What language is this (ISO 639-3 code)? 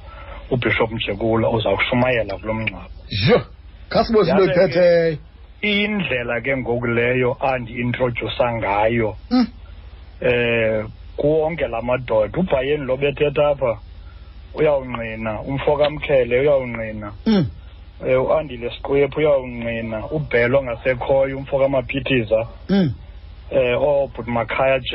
xho